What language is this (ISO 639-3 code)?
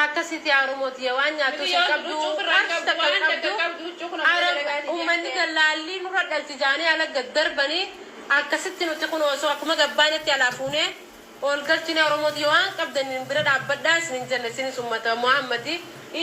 orm